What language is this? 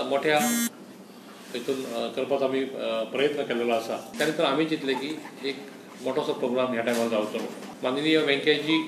Konkani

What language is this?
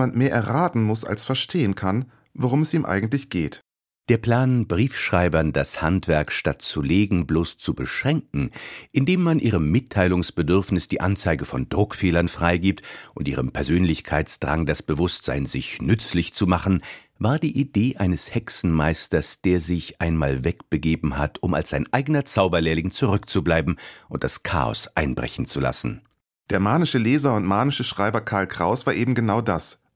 German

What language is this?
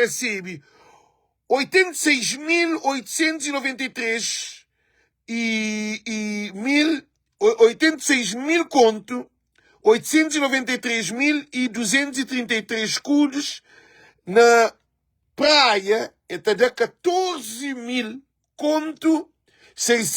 Kabuverdianu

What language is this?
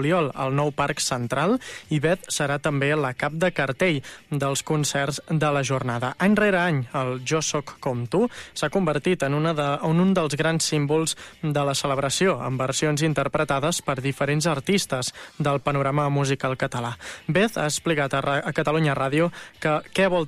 Catalan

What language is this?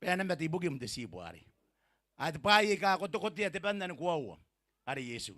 Gilbertese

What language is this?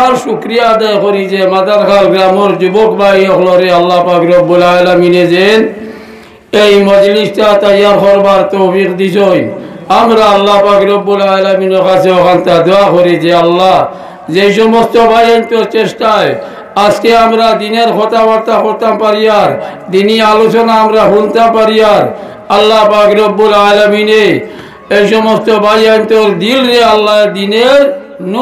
Sylheti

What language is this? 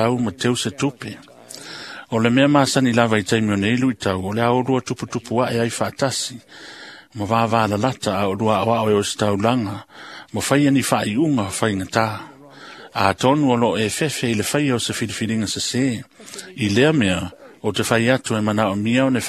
Samoan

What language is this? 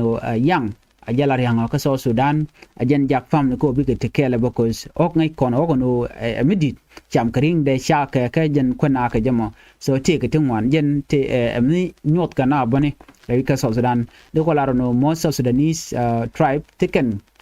Nuer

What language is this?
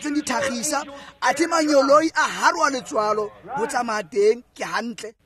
Tswana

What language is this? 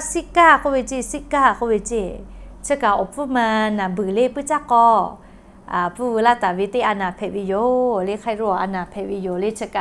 Lahu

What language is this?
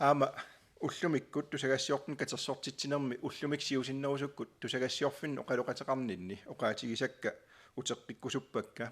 Kalaallisut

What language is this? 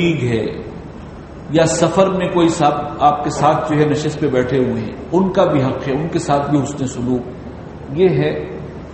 Urdu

